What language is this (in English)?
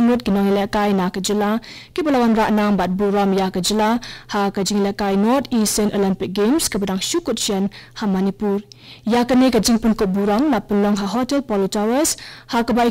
Khasi